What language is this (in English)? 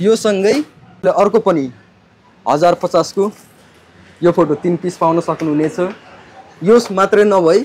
Nepali